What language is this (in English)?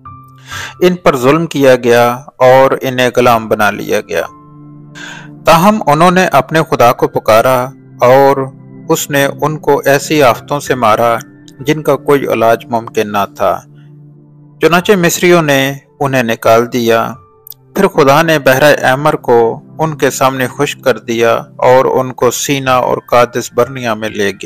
Urdu